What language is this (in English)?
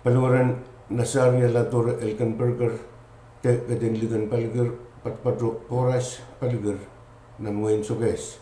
Pohnpeian